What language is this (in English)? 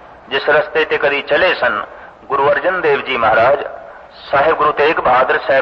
Punjabi